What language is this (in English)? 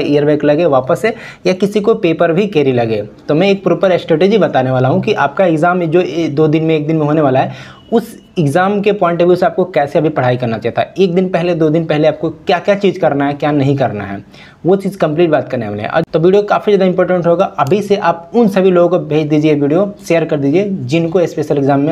Hindi